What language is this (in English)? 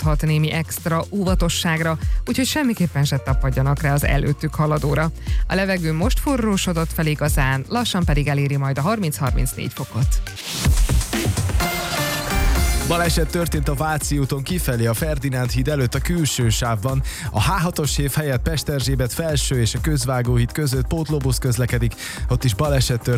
Hungarian